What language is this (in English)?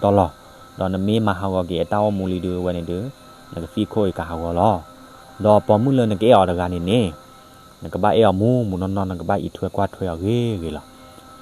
S'gaw Karen